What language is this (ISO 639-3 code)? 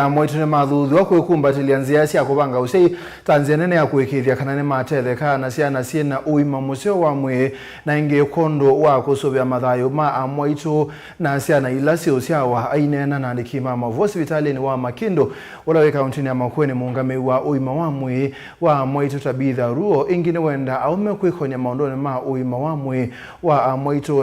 kam